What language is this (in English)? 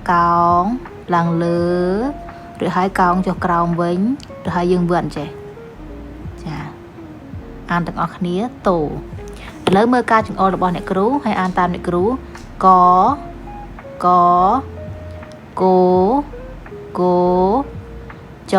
Khmer